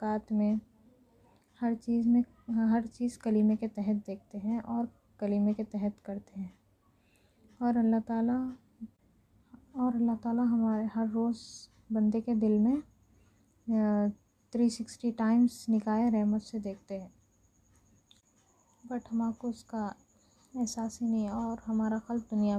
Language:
Urdu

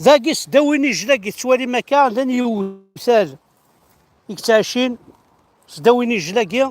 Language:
Kabyle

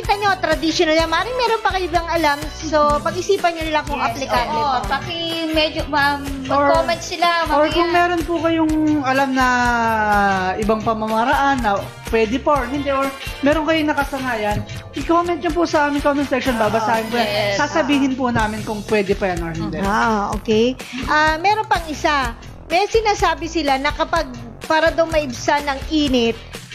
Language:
Filipino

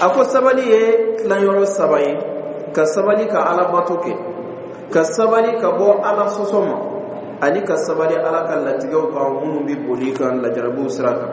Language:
Dyula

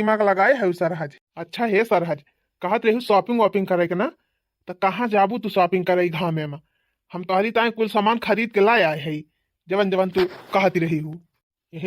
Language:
Awadhi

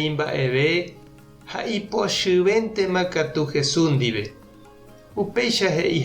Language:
Guarani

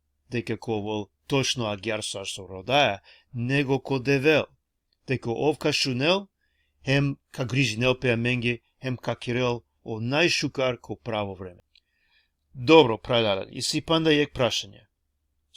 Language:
Balkan Romani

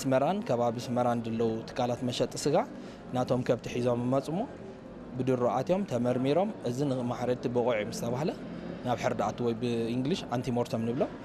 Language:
Tigrinya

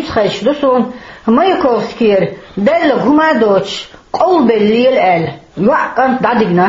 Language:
Chechen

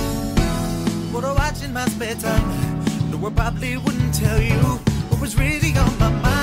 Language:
English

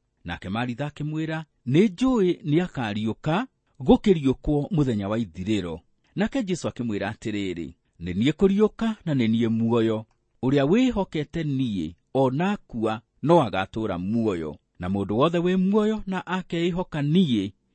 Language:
Kikuyu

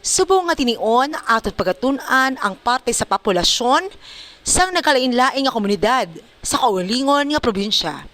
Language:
Hiligaynon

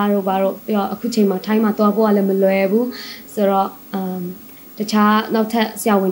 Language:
Burmese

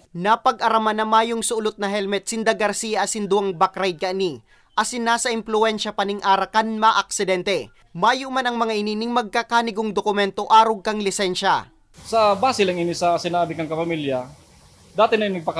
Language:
Bikol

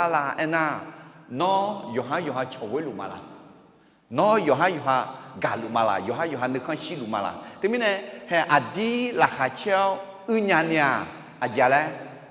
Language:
Akha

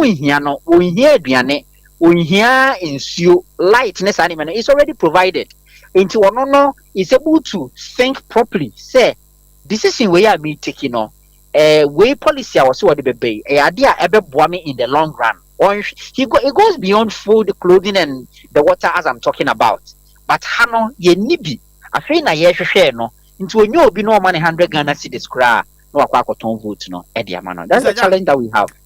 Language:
Akan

